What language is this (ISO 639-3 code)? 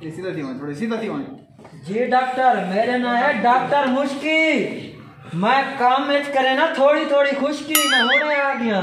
skr